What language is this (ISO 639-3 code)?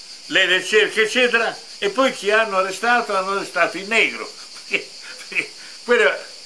ita